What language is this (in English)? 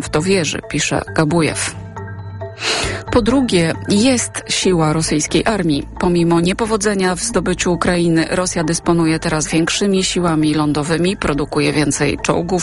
Polish